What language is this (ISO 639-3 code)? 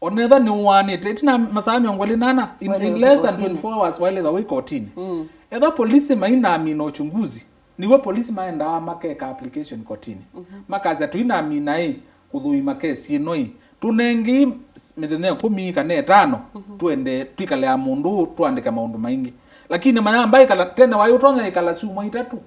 kam